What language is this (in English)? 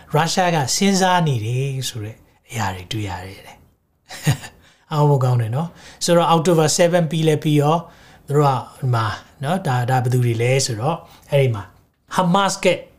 Burmese